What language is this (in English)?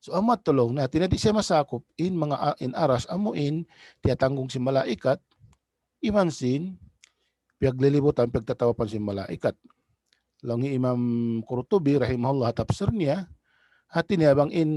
Tausug